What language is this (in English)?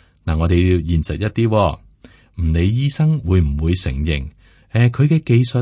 Cantonese